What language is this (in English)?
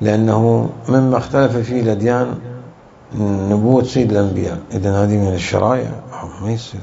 Mesopotamian Arabic